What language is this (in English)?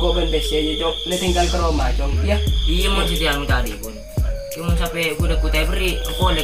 Madurese